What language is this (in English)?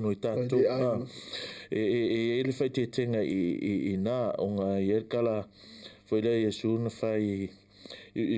Samoan